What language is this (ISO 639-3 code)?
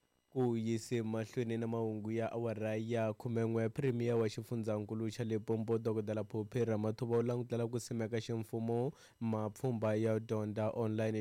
tso